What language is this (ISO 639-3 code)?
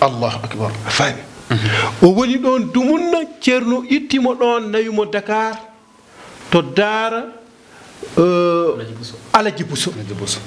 ful